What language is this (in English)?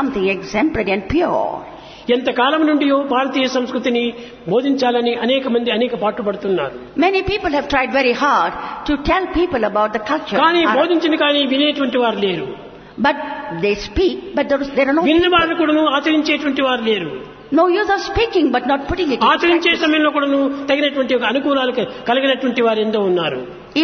Telugu